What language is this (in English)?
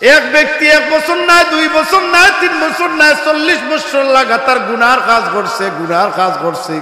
Sylheti